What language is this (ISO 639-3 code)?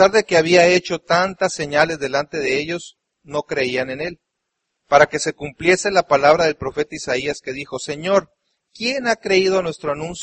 spa